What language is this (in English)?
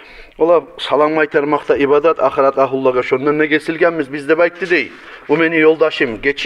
Kumyk